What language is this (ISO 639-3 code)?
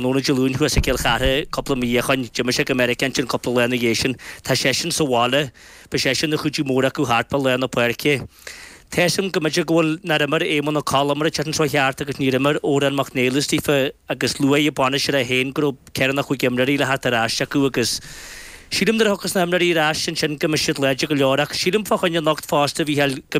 gle